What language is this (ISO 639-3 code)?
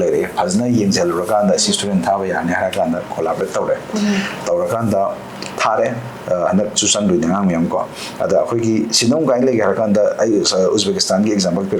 mni